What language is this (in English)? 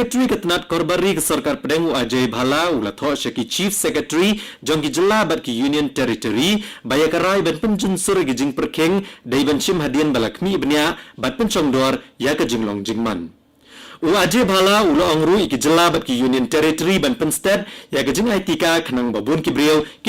Khasi